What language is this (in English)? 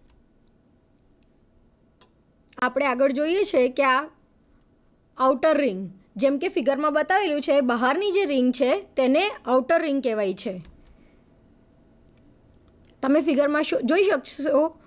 Gujarati